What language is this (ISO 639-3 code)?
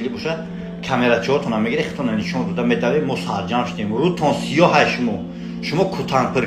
tgk